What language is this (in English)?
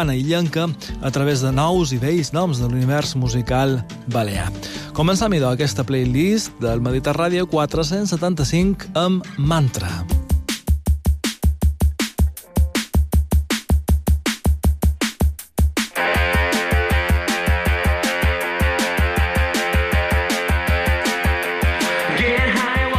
Catalan